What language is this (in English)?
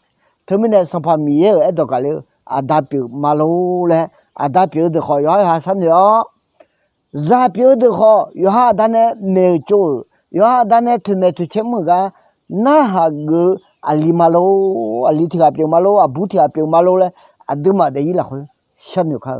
Akha